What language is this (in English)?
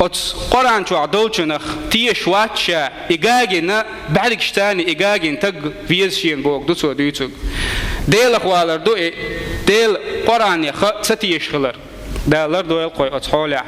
Chechen